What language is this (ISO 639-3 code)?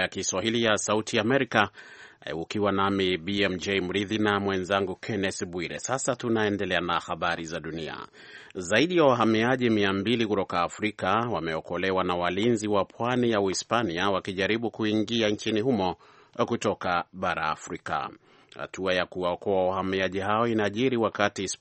swa